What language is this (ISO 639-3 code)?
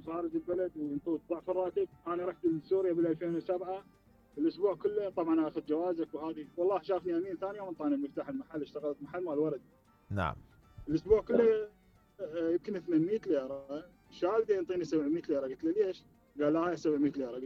acm